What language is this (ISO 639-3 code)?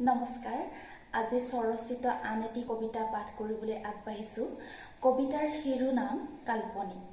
asm